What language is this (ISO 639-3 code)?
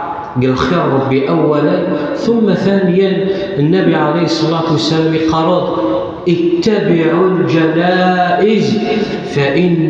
kab